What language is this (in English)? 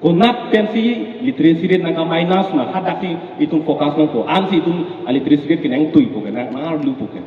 Karbi